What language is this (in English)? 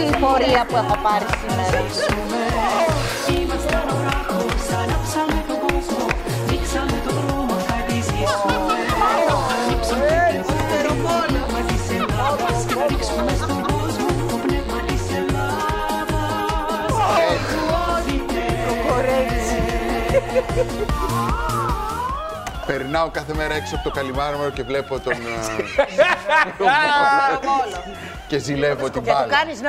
Greek